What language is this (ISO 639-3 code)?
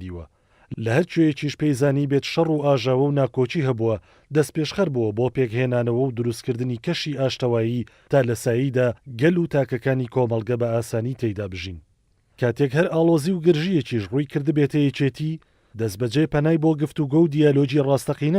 ckb